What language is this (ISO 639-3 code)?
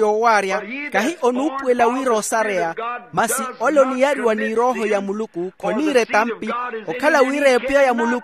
vmw